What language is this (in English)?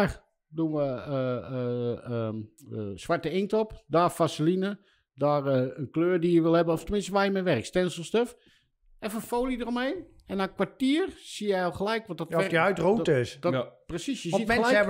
Dutch